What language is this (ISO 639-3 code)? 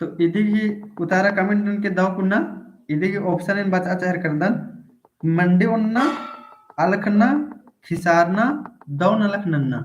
kru